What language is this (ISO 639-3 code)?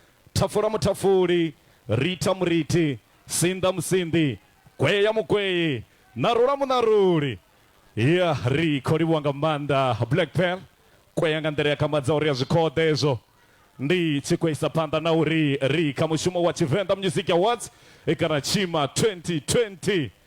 ven